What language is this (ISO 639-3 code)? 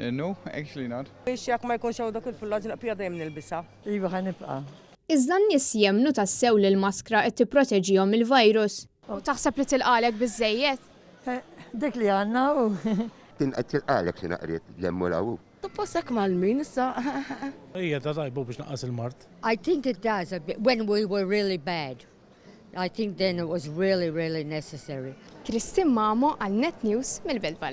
mlt